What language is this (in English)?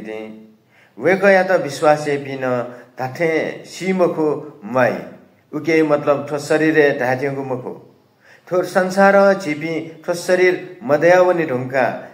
Newari